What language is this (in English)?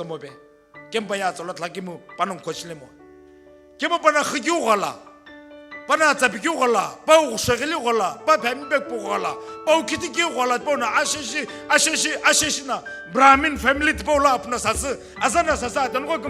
Sumi Naga